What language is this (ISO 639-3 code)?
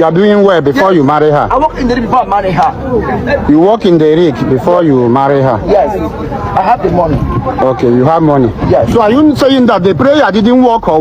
pcm